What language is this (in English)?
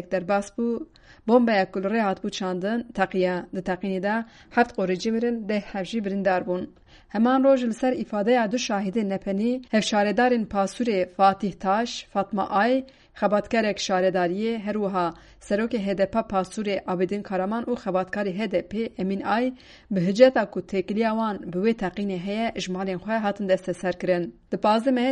Kurdish